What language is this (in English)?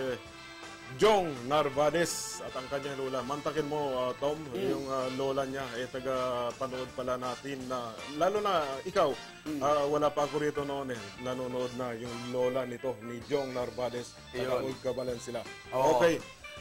Filipino